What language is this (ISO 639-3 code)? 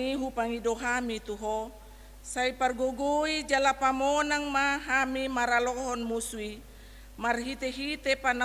bbc